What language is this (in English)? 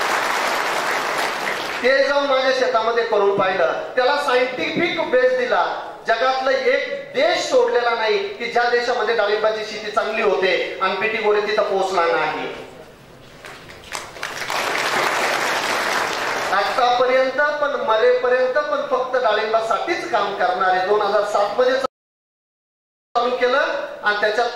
Marathi